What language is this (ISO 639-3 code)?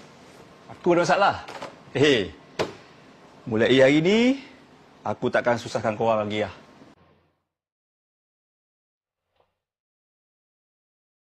msa